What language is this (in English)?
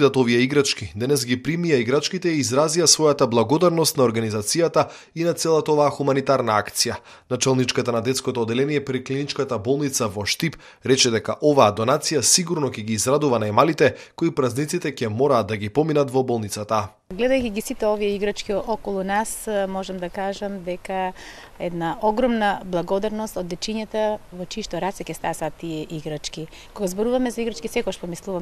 Macedonian